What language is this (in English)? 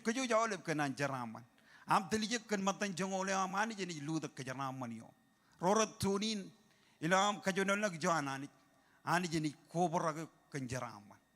Marshallese